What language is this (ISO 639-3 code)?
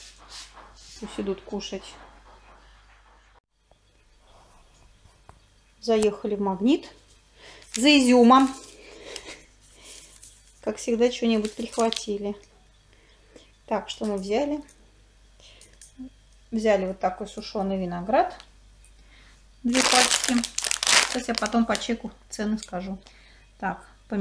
rus